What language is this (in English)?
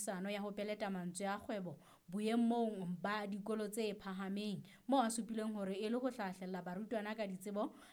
Southern Sotho